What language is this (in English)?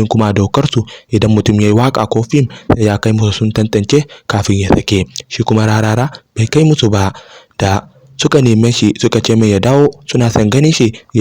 Hausa